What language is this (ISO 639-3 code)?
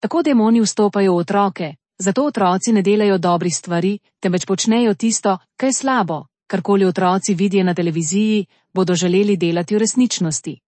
slv